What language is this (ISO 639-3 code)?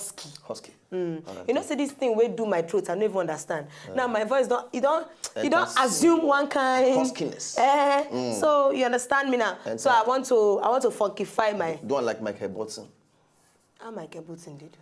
pcm